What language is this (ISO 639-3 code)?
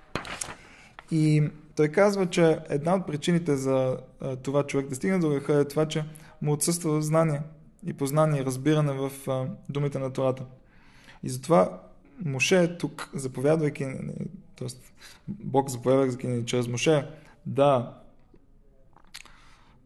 bul